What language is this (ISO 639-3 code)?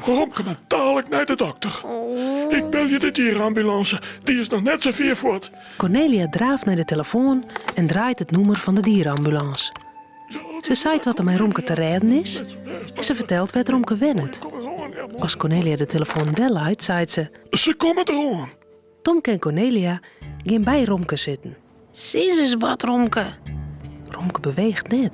fry